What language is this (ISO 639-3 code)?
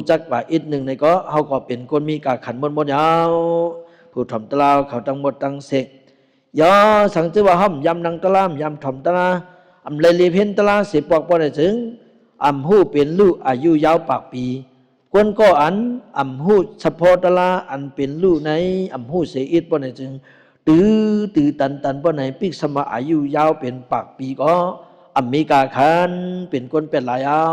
shn